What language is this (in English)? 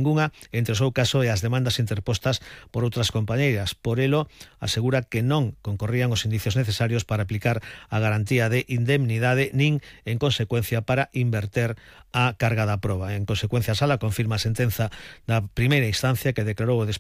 Galician